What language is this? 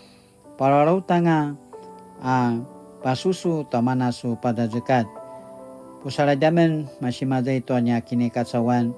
Paiwan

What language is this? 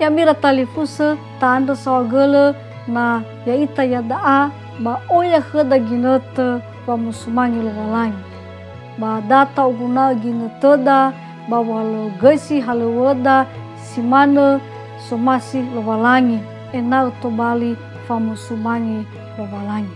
Nias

